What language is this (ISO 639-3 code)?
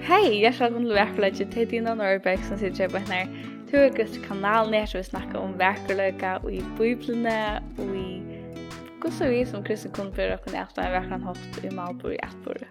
fao